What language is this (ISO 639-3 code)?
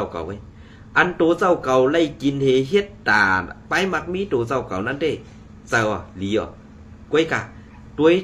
shn